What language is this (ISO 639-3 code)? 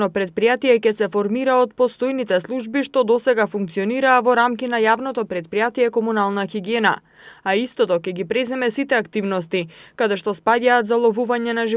mkd